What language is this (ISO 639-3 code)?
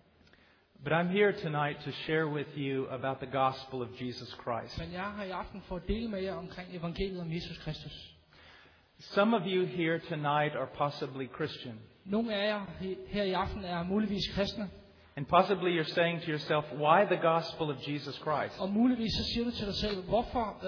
dan